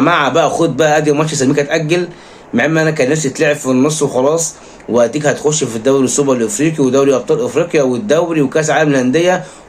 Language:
Egyptian Arabic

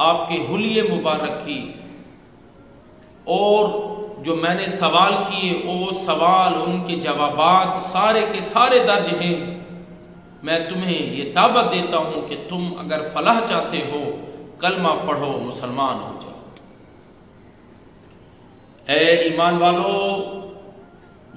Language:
Urdu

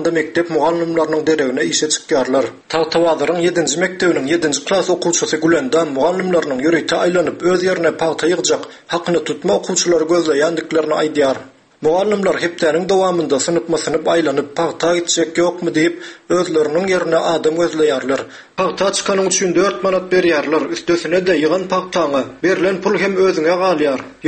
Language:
Turkmen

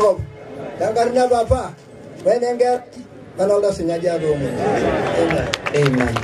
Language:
Masai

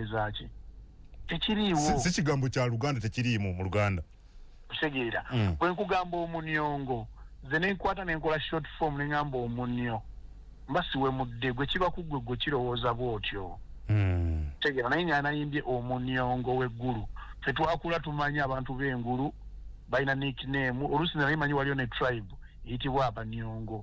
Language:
Ganda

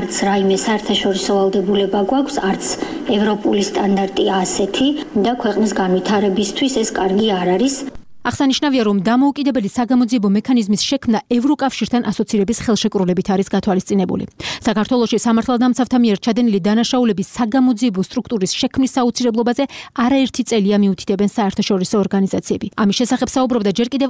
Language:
Georgian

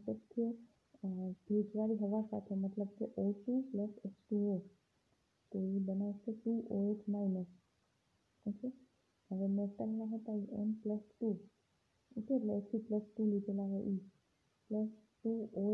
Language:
Gujarati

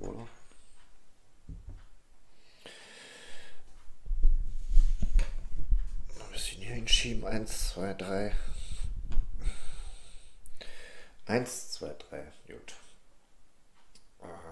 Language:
German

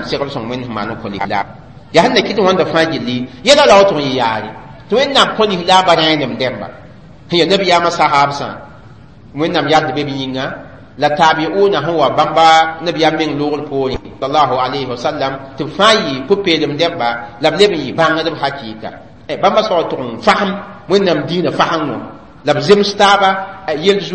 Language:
Mossi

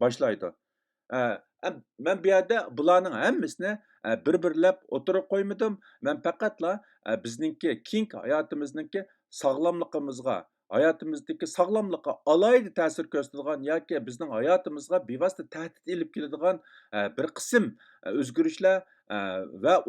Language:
Uyghur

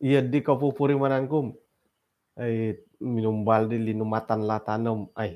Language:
Central Dusun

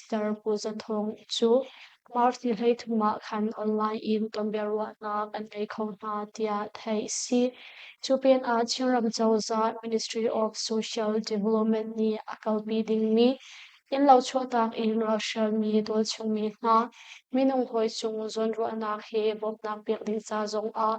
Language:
Hakha Chin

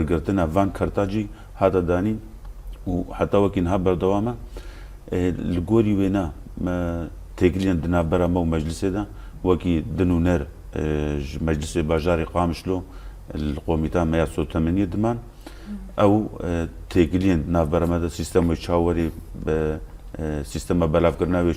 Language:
Kurdish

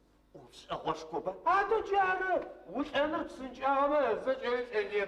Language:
Adyghe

